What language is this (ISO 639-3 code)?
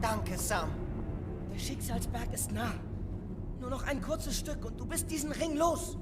bar